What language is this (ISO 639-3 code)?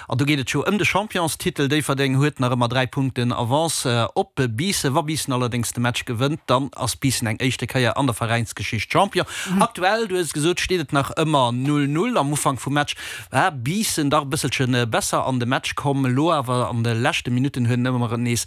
ltz